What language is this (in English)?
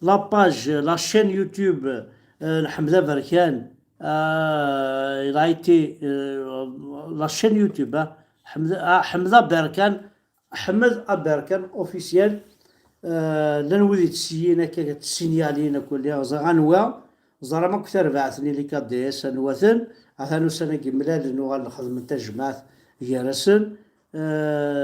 Kabyle